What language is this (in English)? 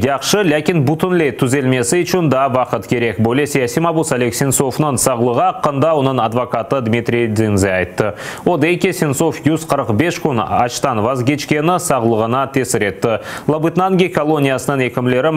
Crimean Tatar